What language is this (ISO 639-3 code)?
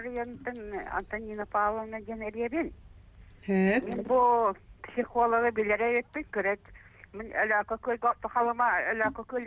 sah